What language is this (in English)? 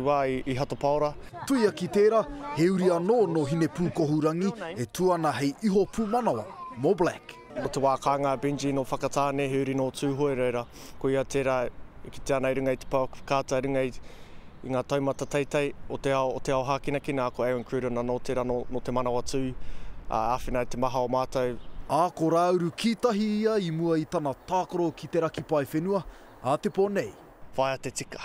Māori